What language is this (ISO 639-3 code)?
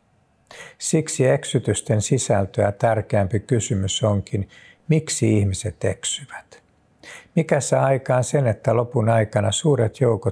fin